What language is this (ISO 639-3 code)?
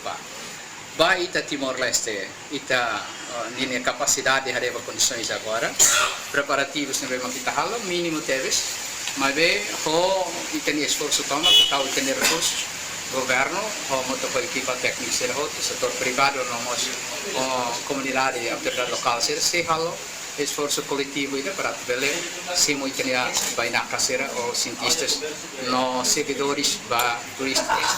tet